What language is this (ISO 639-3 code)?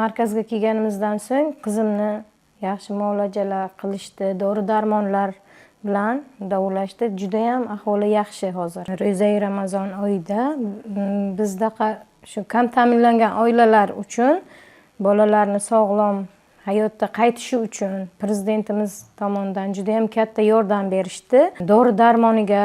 uzb